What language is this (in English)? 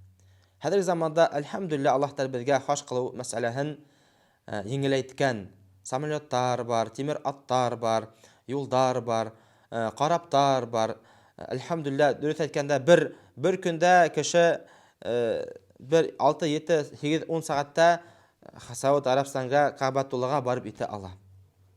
Bashkir